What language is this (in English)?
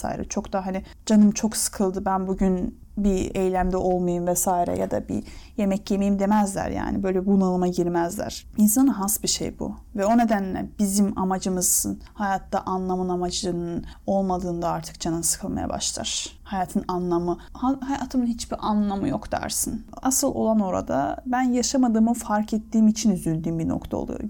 Turkish